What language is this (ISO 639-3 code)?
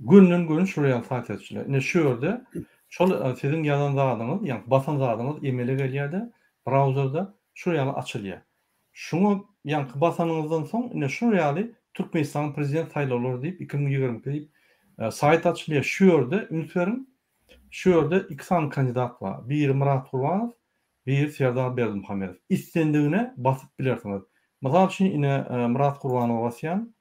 tuk